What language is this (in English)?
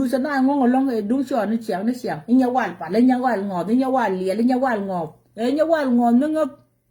Nuer